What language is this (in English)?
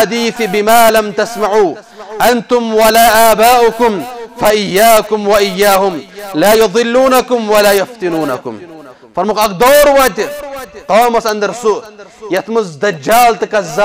Kashmiri